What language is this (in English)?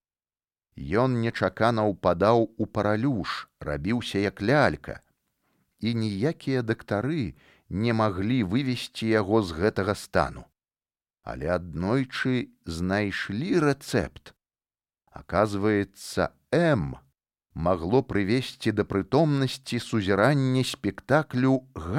Belarusian